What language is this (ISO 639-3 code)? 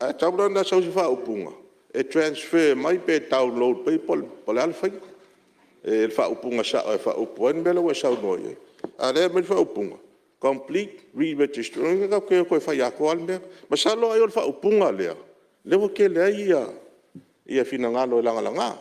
smo